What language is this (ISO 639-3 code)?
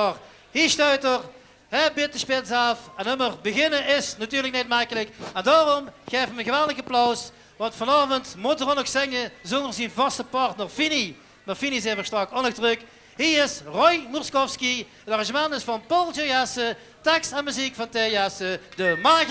lim